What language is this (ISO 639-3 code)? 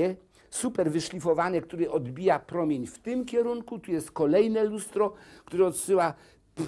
pol